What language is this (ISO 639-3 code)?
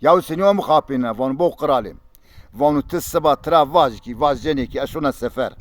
zza